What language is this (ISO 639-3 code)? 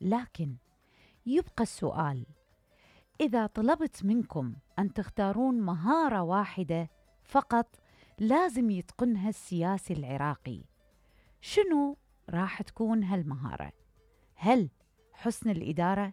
acm